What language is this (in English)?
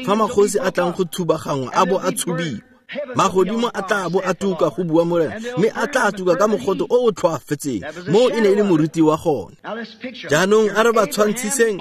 Tswana